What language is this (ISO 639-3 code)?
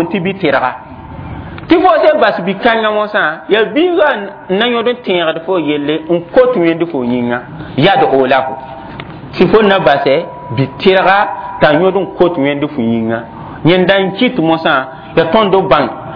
mos